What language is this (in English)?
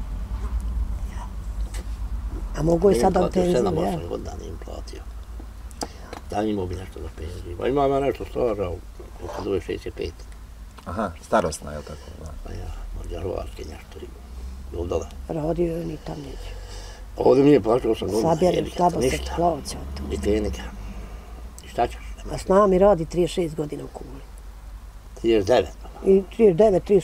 Bosnian